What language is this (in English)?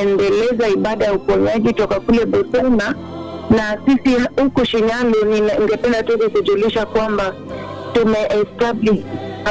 Swahili